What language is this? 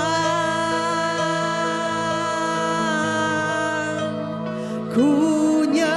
Iban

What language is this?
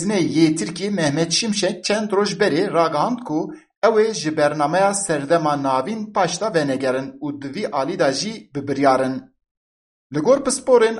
Kurdish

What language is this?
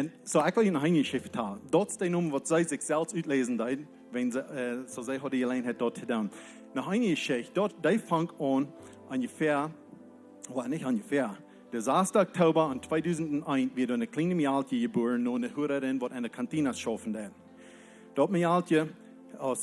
Plautdietsch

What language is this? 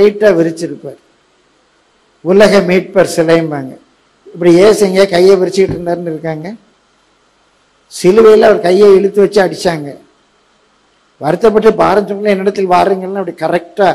Tamil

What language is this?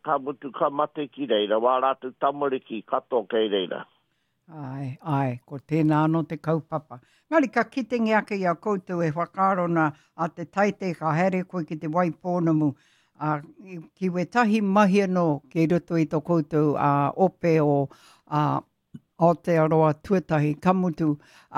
Māori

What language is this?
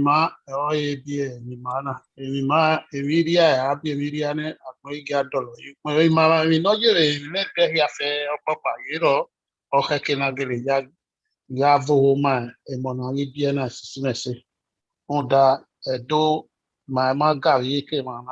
Bini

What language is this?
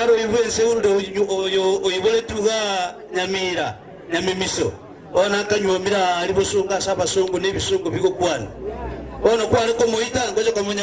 Gusii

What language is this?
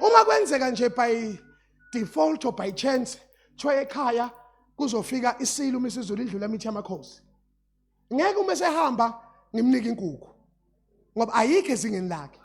Zulu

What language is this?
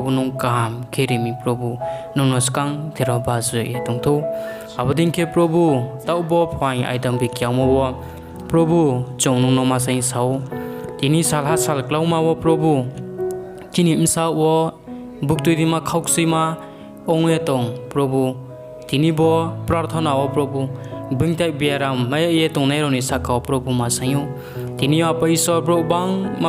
Riang (India)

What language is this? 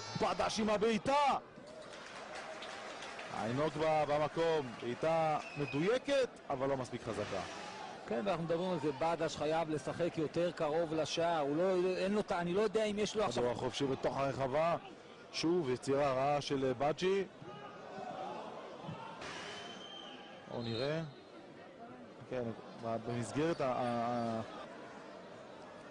Hebrew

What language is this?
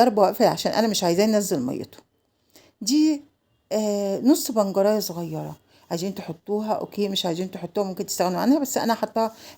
Egyptian Arabic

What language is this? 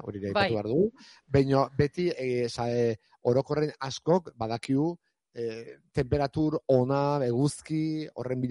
Basque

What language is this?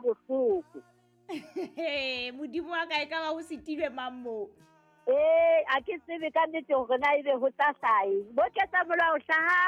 Southern Sotho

